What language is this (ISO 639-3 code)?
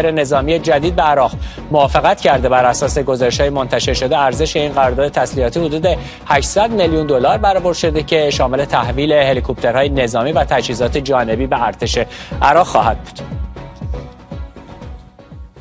fas